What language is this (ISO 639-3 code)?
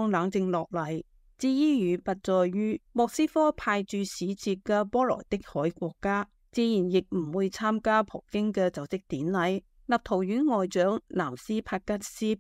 yue